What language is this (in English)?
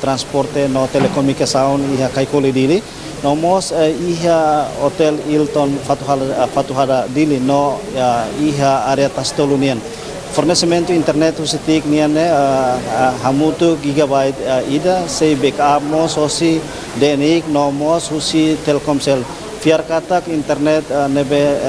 Tetum